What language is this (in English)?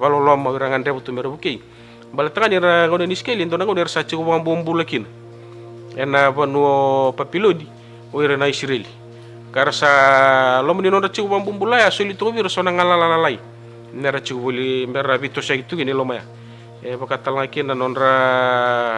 Fijian